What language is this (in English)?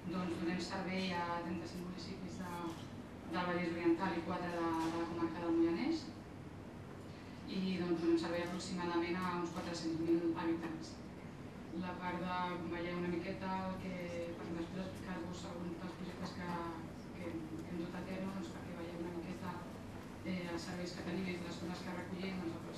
Catalan